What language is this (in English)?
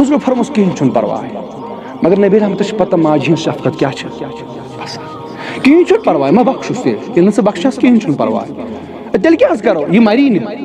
Kashmiri